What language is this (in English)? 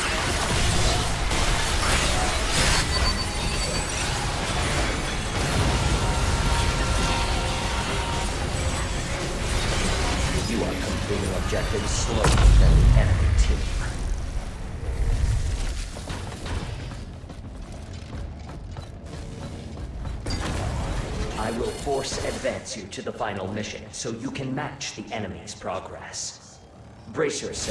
English